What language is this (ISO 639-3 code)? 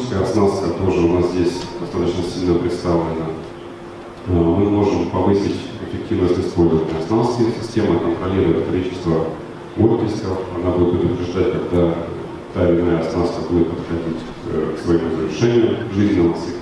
rus